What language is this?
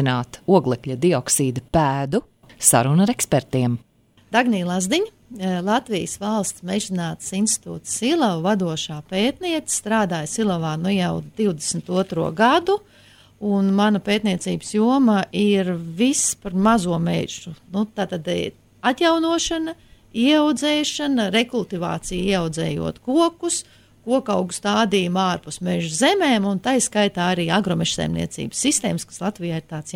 Latvian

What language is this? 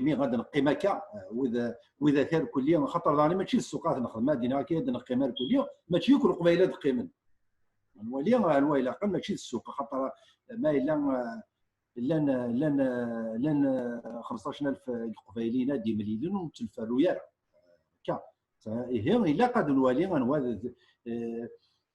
Kabyle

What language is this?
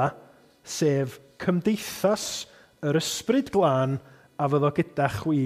Welsh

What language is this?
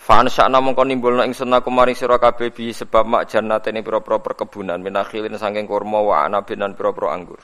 Javanese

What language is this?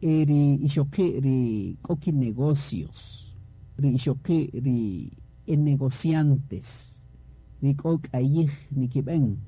Kaqchikel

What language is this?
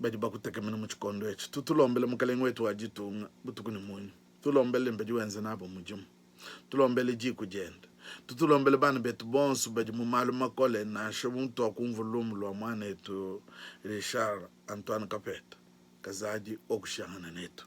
Luba-Lulua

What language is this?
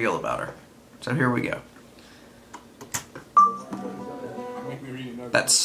English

